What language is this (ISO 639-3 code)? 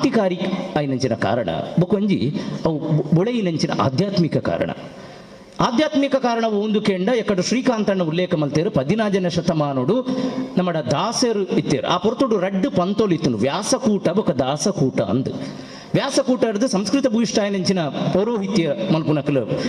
tcy